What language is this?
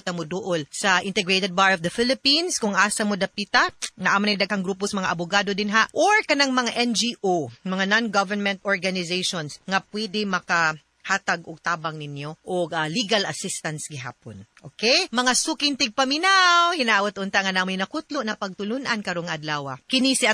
Cebuano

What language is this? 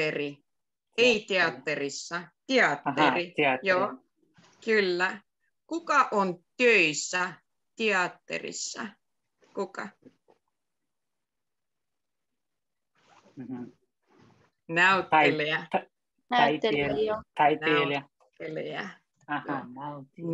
Finnish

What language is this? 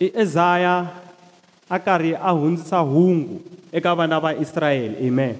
Tsonga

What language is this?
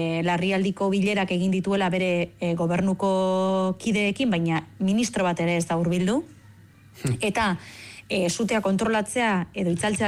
Basque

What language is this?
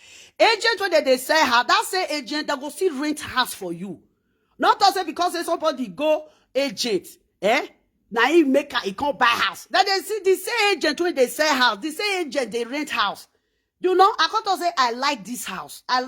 Nigerian Pidgin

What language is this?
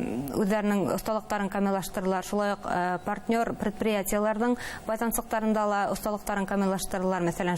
Bashkir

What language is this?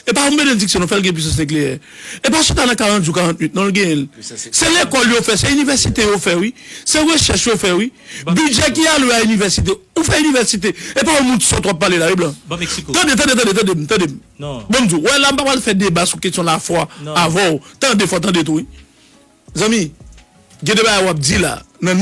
Haitian Creole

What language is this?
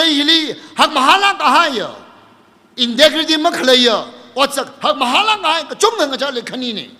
Tangkhul Naga (India)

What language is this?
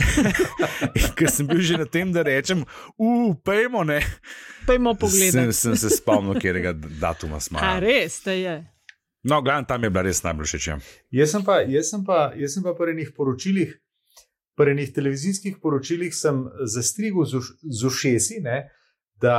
Slovenian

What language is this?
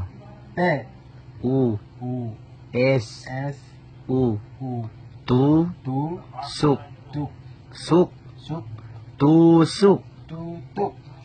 Ambonese Malay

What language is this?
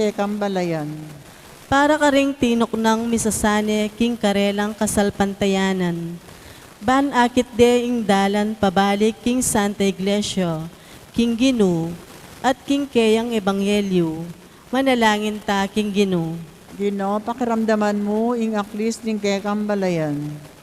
Pampanga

